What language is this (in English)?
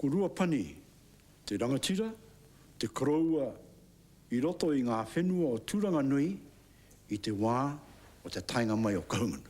Māori